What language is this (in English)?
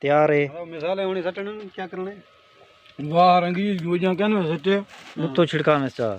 Saraiki